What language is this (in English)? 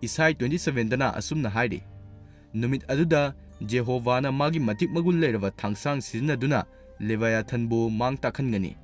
Manipuri